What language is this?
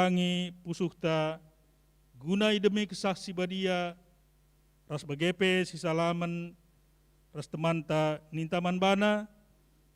Batak Karo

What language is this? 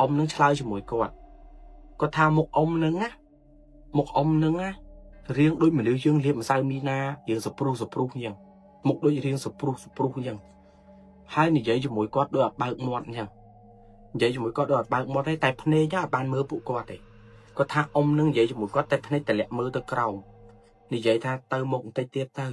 Khmer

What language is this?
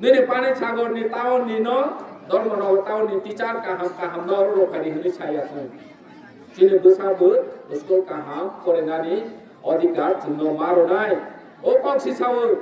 Kok Borok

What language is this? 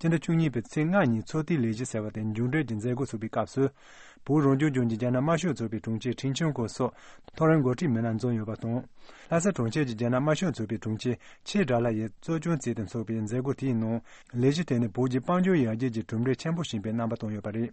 Tibetan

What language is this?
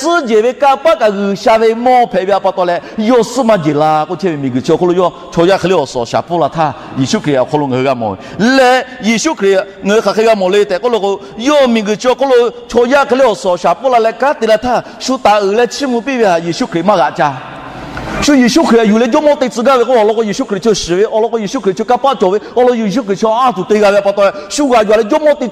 Lahu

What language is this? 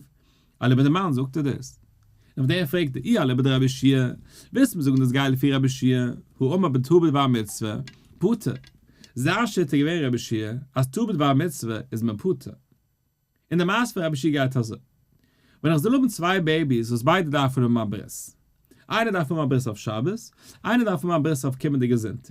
Yiddish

